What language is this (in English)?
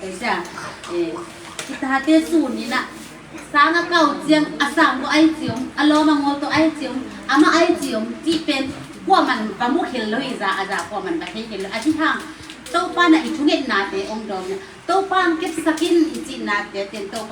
Tedim Chin